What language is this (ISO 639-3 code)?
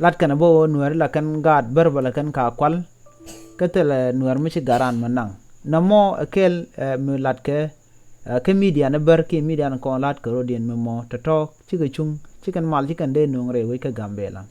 nus